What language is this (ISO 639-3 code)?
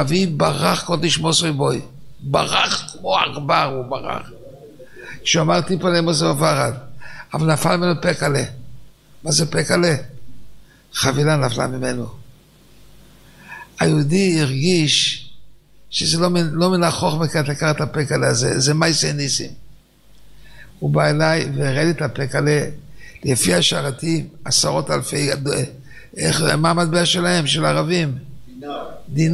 heb